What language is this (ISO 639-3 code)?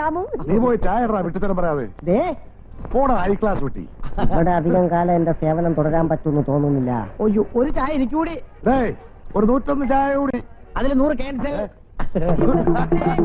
mal